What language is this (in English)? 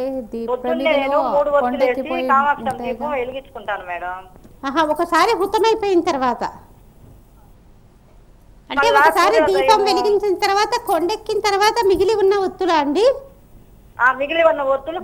Telugu